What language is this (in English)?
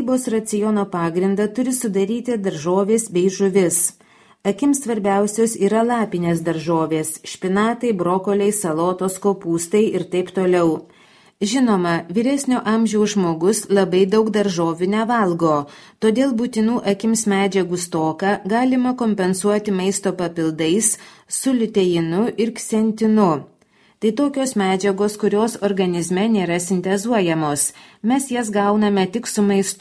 Lithuanian